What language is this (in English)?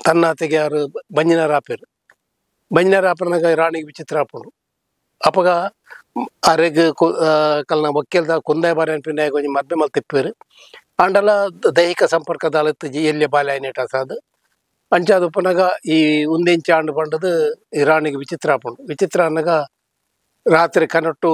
Tulu